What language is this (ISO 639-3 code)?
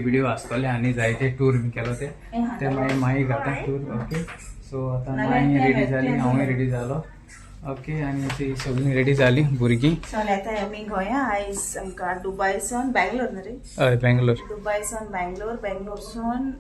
kok